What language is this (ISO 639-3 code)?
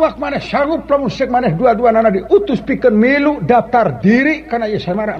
sun